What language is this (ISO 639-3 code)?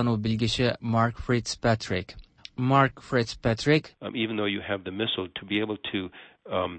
tat